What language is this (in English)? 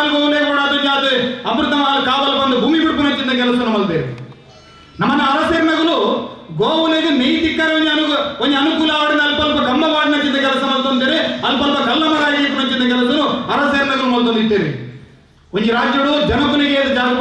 Tulu